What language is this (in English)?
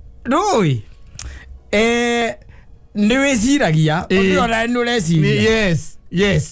Kikuyu